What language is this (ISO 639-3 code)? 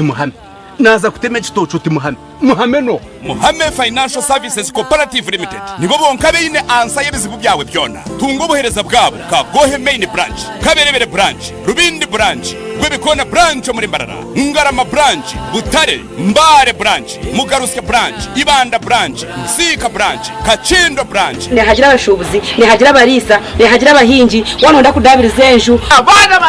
nyn